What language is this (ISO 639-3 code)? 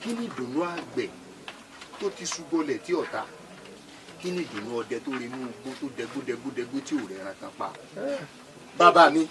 yor